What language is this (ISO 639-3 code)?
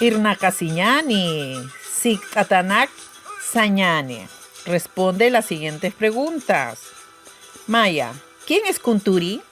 aym